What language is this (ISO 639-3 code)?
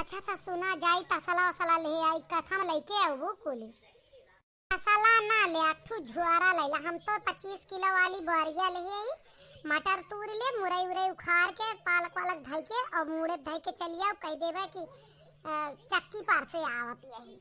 awa